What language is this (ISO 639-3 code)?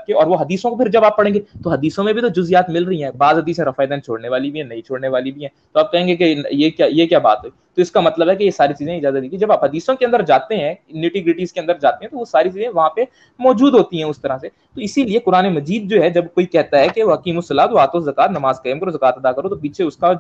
urd